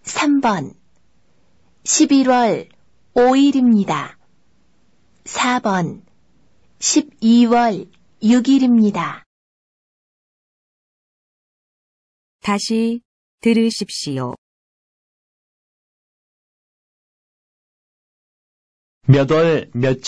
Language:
Korean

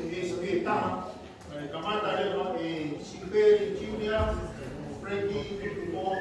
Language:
Tongan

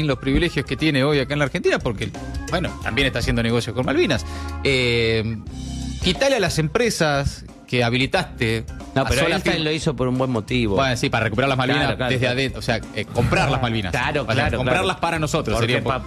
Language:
Spanish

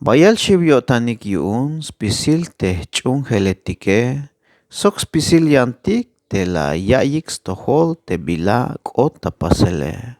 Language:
Tzeltal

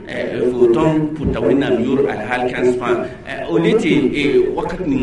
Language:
Mossi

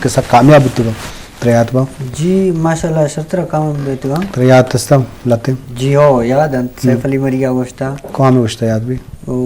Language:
Eastern Balochi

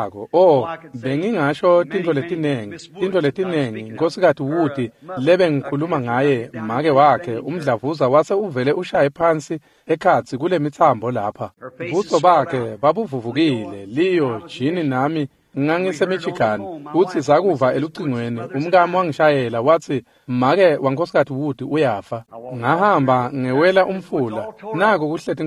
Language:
Swati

